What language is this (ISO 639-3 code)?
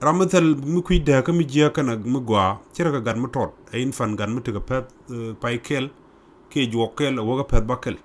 nus